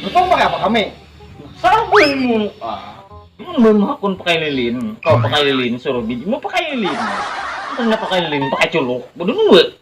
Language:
Banjar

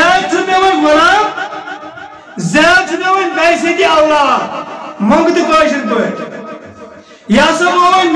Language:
Kashmiri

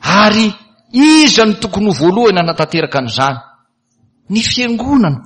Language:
Malagasy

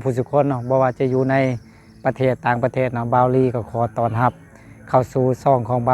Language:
Lao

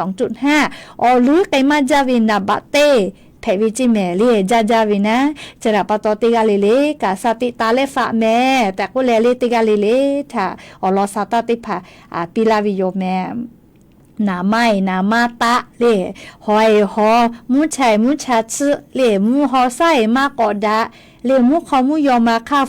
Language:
Lahu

